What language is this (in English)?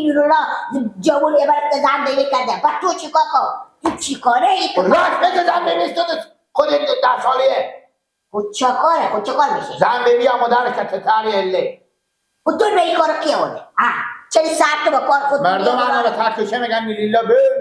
Persian